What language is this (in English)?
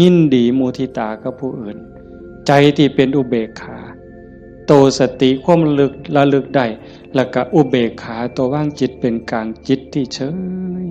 Northeastern Thai